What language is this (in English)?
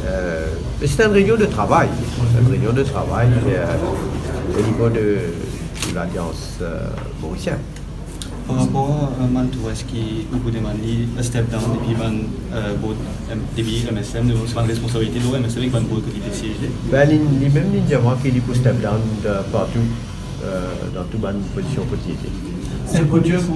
Morisyen